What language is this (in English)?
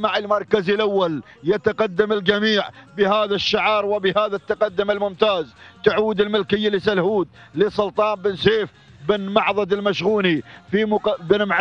Arabic